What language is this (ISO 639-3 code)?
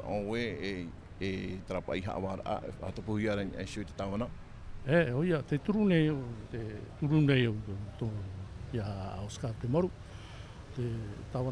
tah